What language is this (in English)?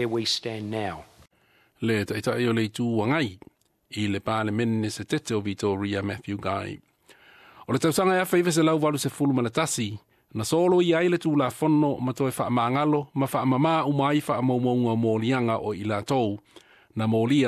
Samoan